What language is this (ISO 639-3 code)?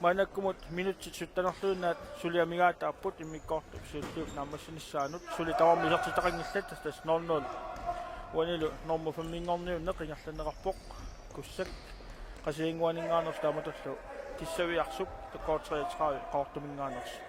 kal